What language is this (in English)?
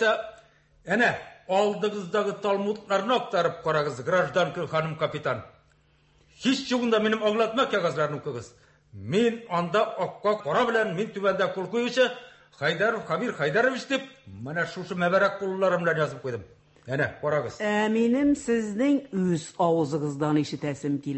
Tatar